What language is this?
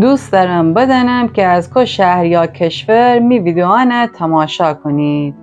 Gilaki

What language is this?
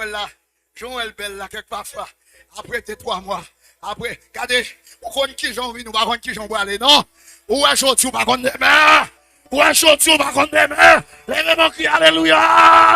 Haitian Creole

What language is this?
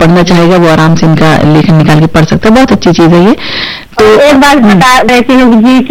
Marathi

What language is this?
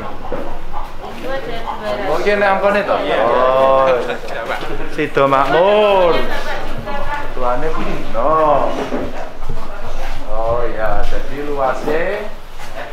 Indonesian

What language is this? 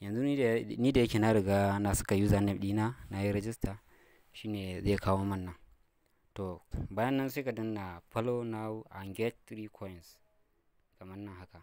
Hausa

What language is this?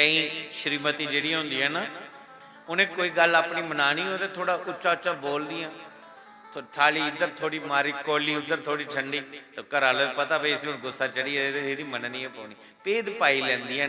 Dogri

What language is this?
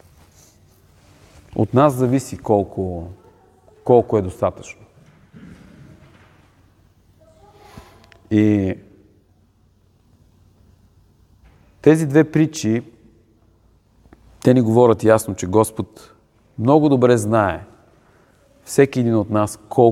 Bulgarian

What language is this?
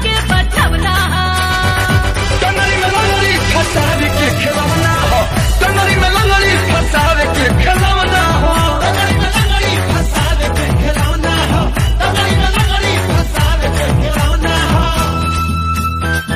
Bhojpuri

